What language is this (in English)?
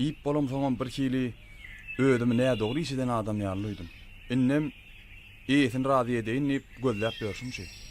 Turkmen